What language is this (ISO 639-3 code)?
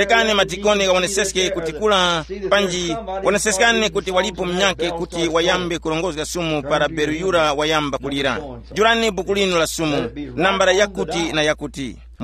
tum